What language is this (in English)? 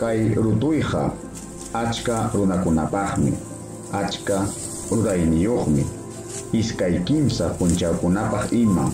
Ayacucho Quechua